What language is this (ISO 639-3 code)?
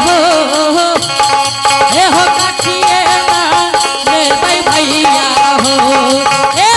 anp